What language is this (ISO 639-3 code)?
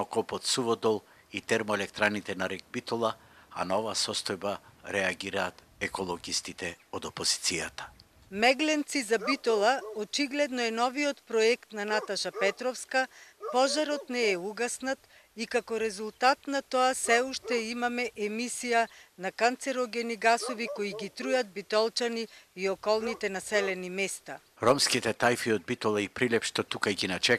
mkd